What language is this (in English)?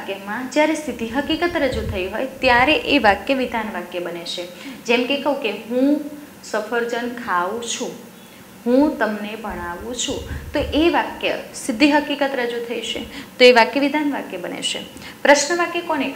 Gujarati